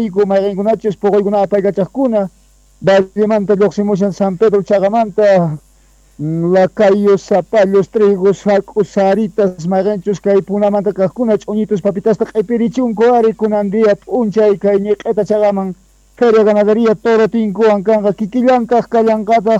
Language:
South Bolivian Quechua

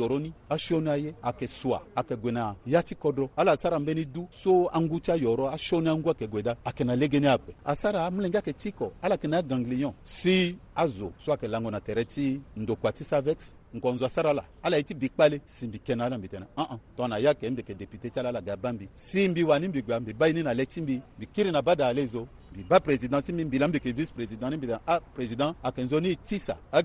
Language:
Sango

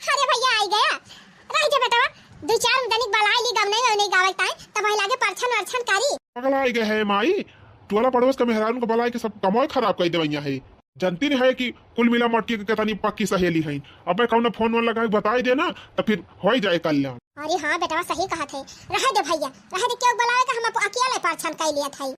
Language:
Awadhi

